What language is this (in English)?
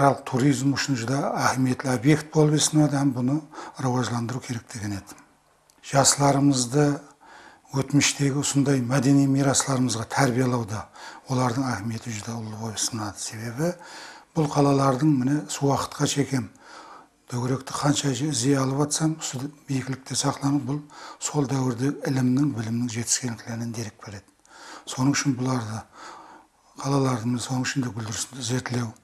Kara-Kalpak